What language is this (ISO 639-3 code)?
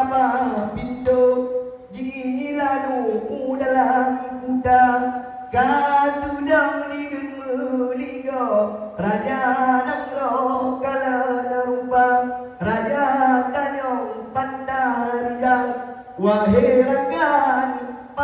ace